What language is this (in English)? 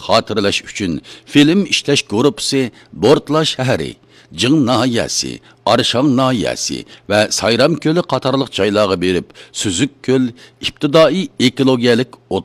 Uyghur